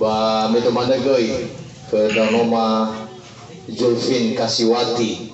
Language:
Nias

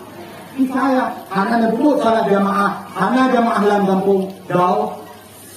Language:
Achinese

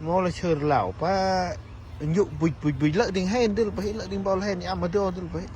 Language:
Central Mnong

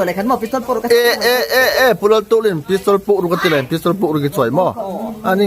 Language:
Hmar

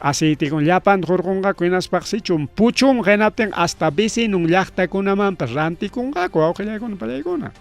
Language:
Ayacucho Quechua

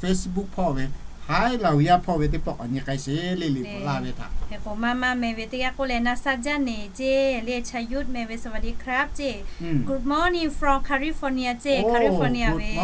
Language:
Lahu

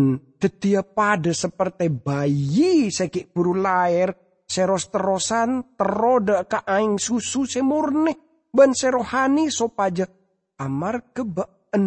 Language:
Madurese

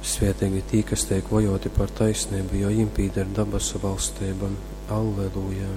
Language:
Latgalian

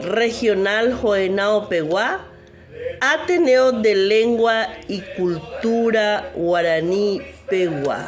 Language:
Guarani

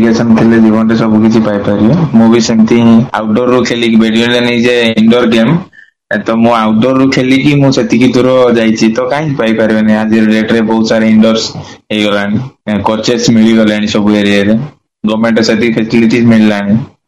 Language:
Odia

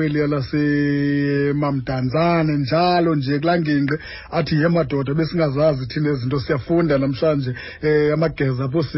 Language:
Xhosa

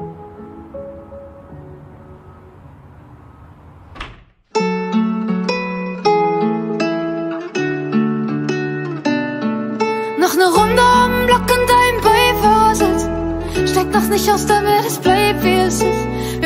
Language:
German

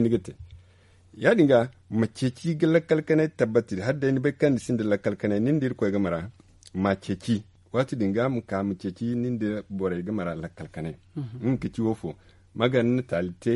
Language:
Zarma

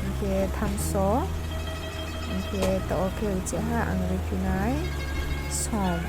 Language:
Riang (India)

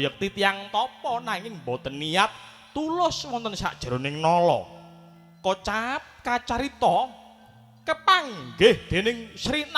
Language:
Javanese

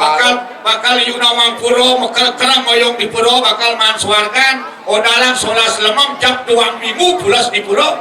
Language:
Balinese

